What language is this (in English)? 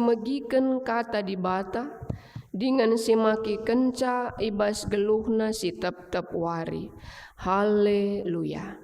Batak Karo